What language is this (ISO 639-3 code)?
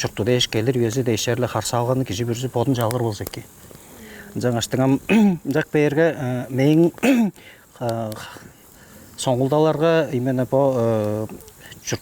tyv